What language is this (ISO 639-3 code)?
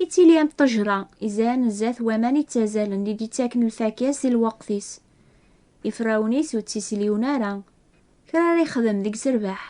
kab